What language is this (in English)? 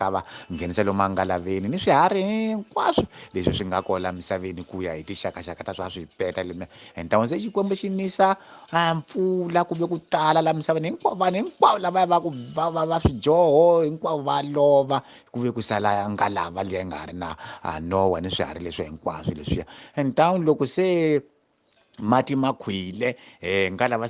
Tsonga